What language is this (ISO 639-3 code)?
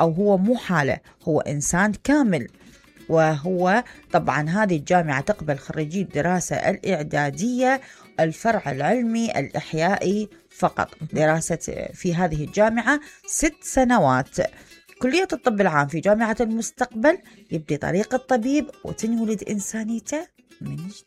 acm